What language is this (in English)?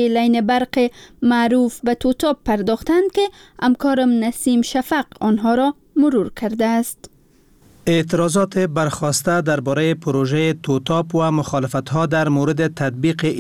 Persian